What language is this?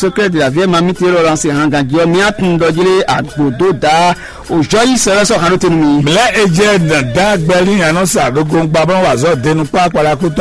Fon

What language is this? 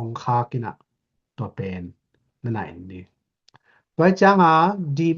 Tedim Chin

